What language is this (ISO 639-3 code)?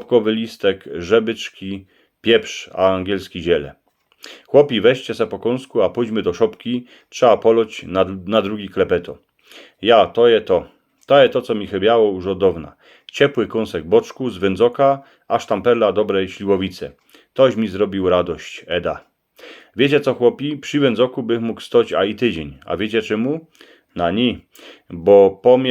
szl